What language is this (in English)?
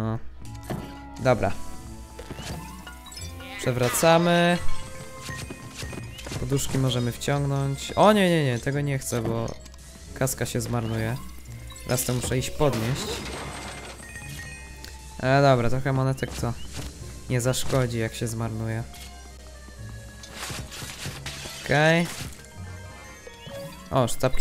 Polish